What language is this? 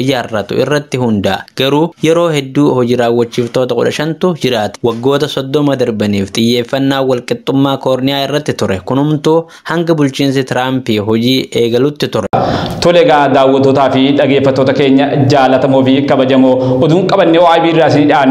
Oromo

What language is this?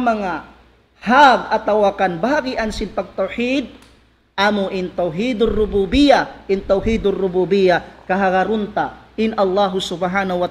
Tausug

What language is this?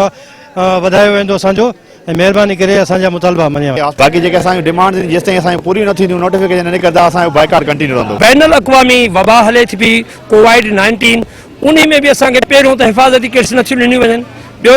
Sindhi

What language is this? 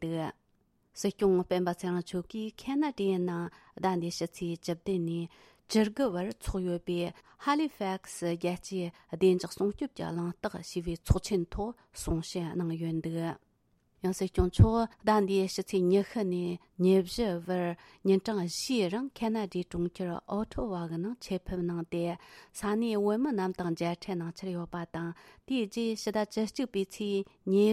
Tibetan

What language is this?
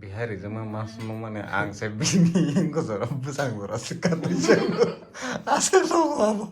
Kok Borok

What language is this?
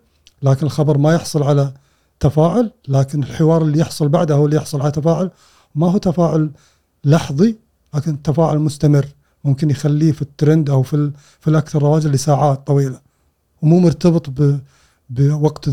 Gulf Arabic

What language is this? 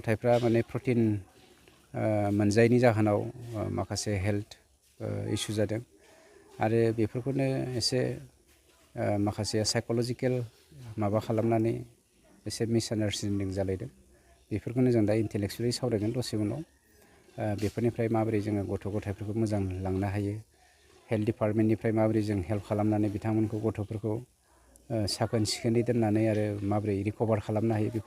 Bodo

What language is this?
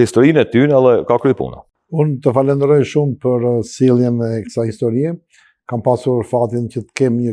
Albanian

